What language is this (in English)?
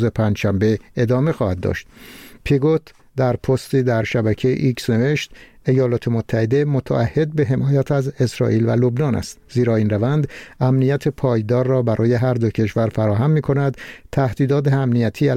Persian